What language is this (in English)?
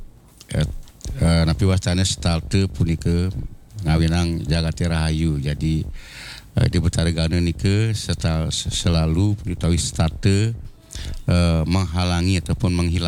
Balinese